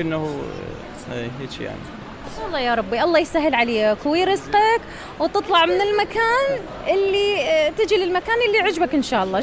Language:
Mesopotamian Arabic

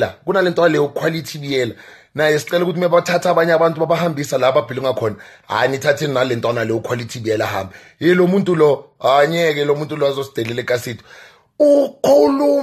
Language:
Zulu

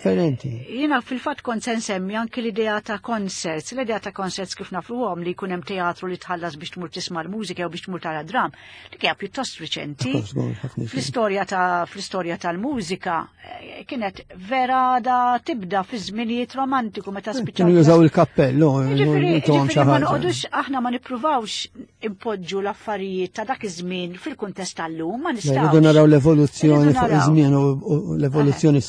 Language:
Maltese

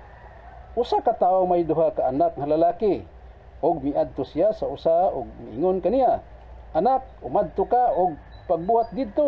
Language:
Cebuano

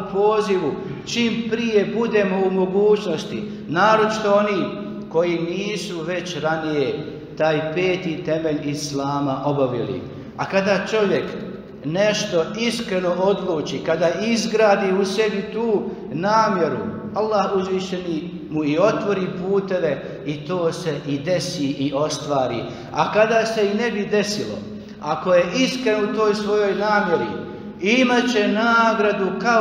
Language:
Bosnian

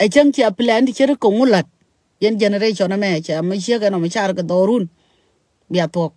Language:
Nuer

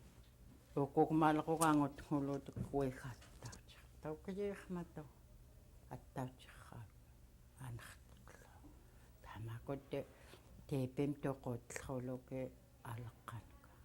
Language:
Central Yupik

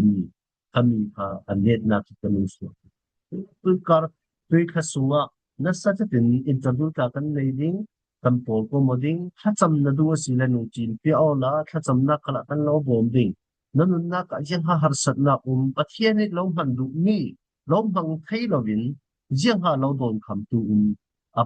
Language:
Falam Chin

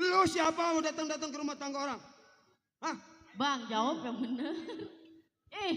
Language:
Betawi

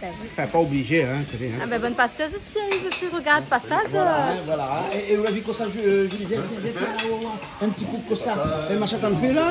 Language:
Réunion Creole French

